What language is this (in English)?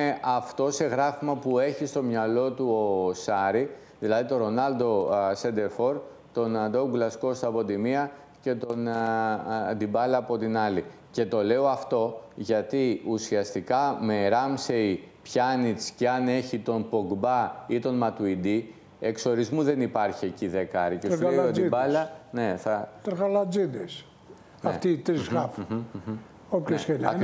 Greek